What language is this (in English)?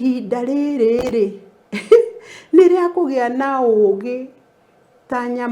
Kikuyu